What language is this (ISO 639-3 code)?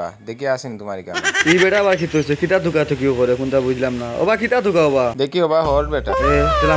syl